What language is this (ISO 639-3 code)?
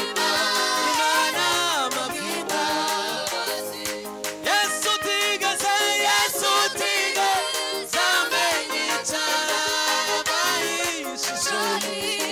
kin